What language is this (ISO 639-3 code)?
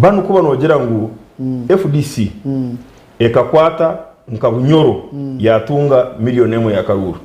nyn